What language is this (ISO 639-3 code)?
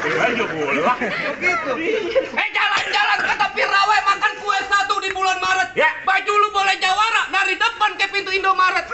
bew